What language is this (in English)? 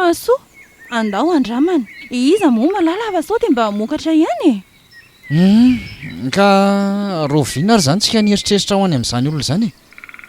Malagasy